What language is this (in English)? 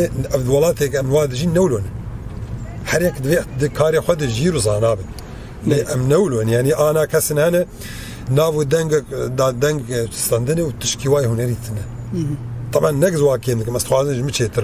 Kurdish